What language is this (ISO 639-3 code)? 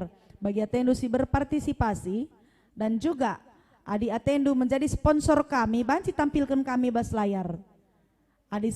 btx